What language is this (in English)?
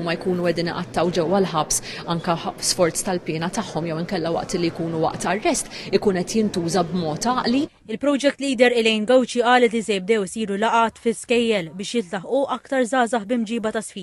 Maltese